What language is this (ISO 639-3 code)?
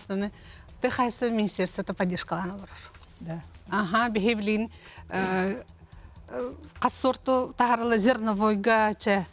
sah